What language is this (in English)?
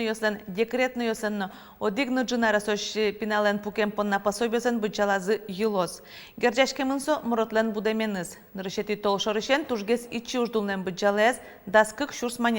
Udmurt